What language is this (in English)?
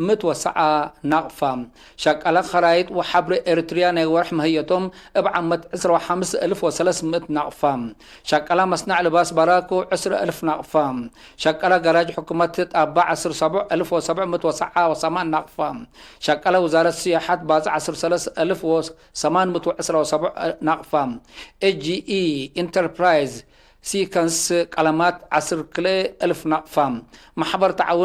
Tigre